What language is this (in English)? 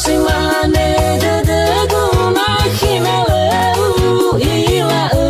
Nias